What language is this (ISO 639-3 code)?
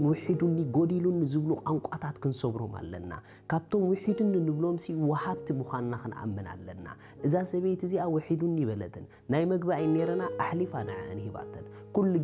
tir